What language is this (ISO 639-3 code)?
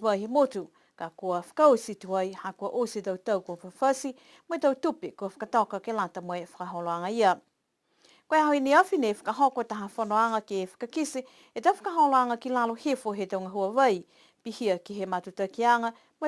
niu